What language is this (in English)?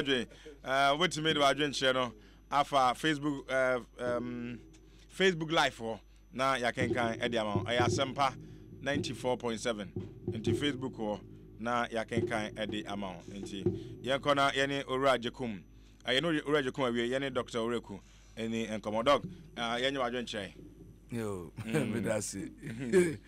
Akan